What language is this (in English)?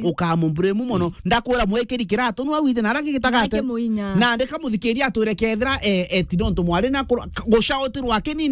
Meru